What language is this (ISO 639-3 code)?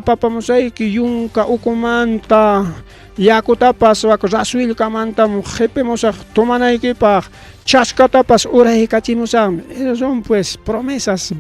quy